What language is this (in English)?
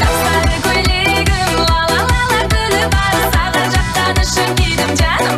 Kara-Kalpak